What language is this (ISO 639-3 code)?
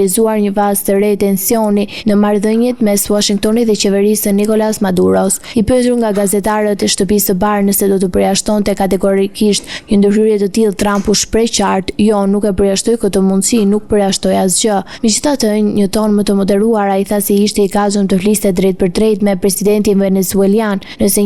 sqi